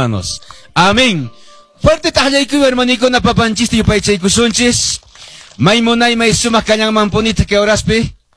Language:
Quechua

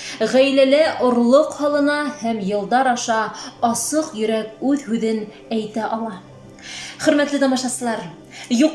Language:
Bashkir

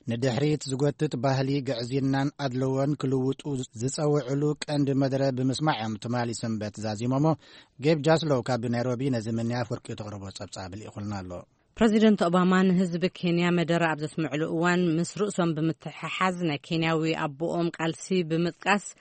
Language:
Tigrinya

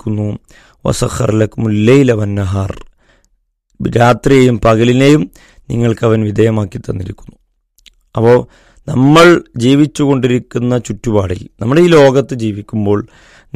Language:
Malayalam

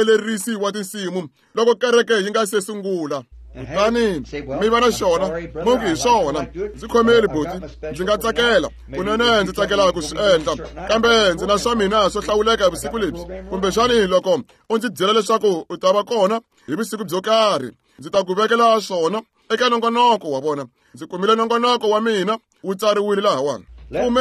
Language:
Tsonga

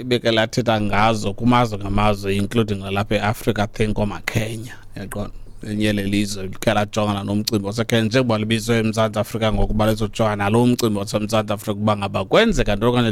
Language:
Xhosa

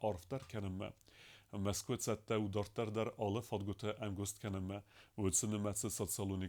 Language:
Ossetic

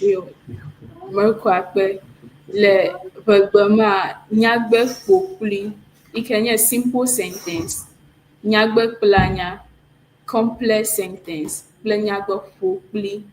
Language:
Ewe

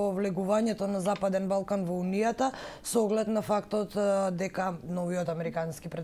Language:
Macedonian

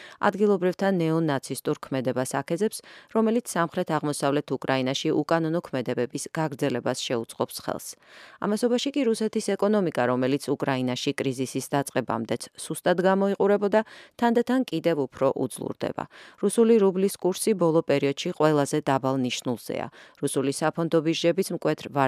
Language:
Georgian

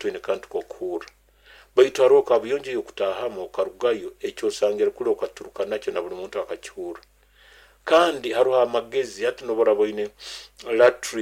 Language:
Nyoro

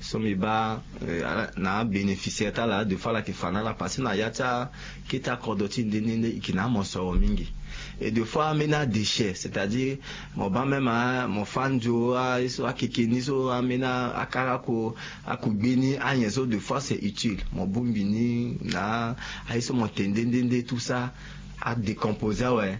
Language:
Sango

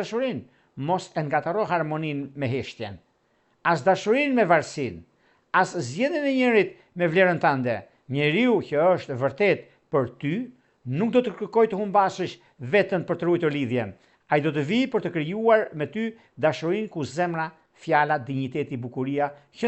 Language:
Albanian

